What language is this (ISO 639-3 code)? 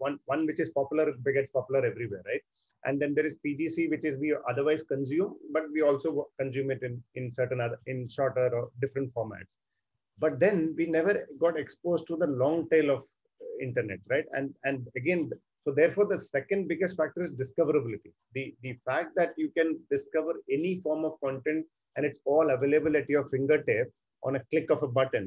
eng